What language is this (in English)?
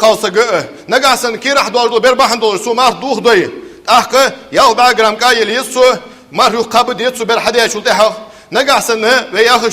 Ingush